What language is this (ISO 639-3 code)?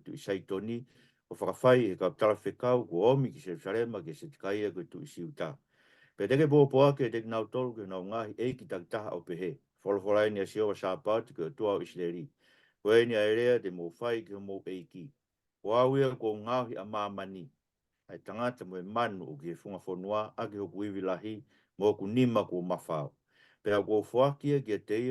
ton